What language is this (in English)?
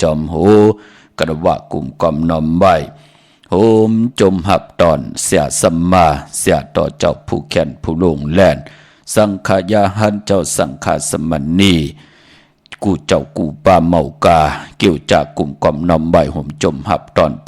Shan